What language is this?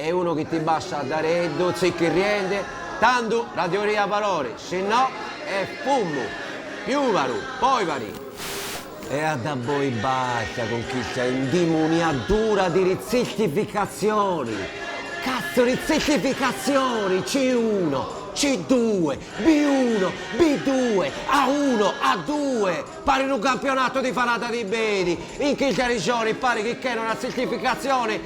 Sardinian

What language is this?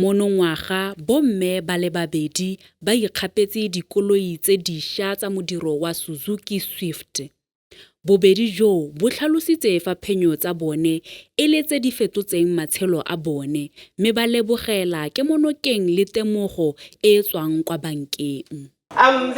Tswana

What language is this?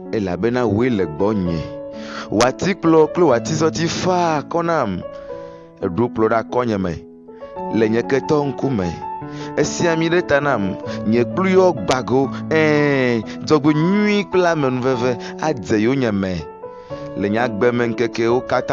Ewe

